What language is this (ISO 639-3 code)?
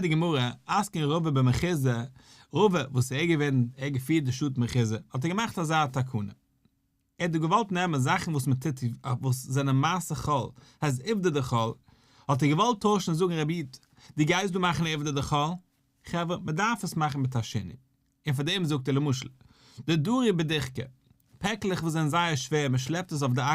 yid